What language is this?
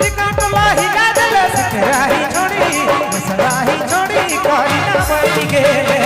Sadri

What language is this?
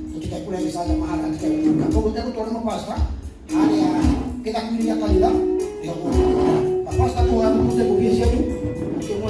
Kikuyu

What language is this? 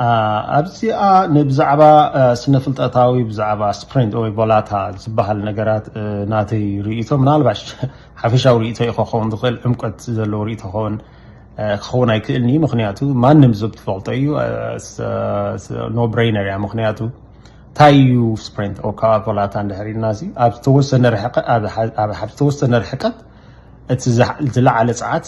Tigrinya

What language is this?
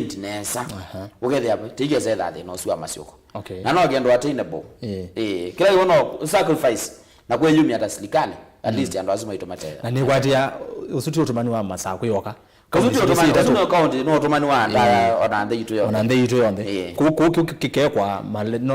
Kamba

